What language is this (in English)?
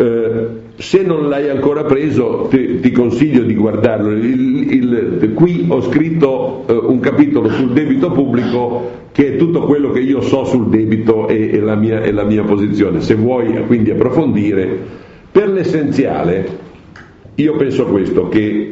Italian